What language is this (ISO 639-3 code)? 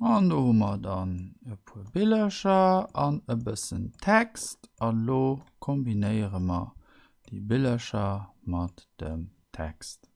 ltz